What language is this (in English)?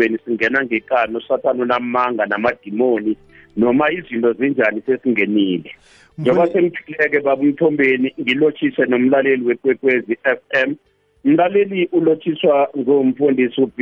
South Ndebele